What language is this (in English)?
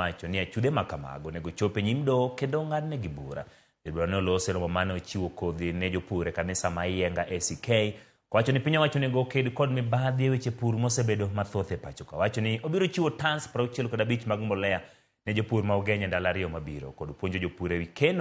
Luo (Kenya and Tanzania)